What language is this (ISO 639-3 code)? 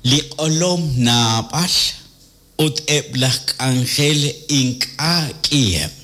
kek